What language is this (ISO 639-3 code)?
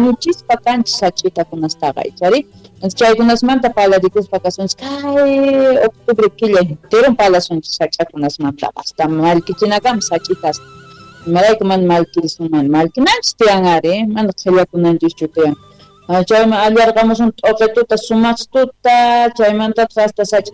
quh